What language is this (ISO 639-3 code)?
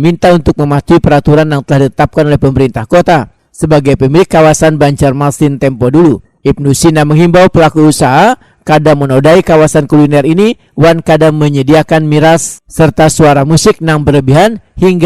bjn